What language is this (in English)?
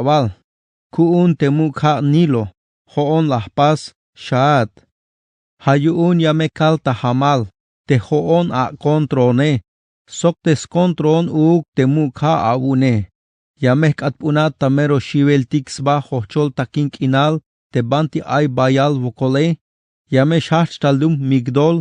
Tzeltal